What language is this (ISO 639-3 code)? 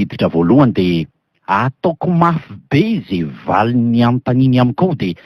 mlg